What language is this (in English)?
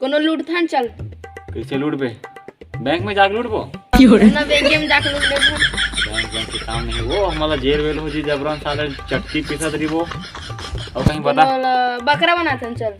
Chhattisgarhi